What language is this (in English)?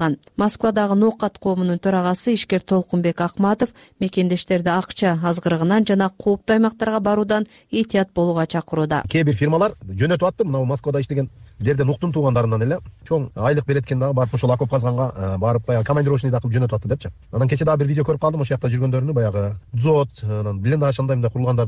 Kyrgyz